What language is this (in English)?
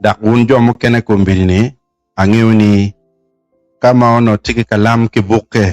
Acoli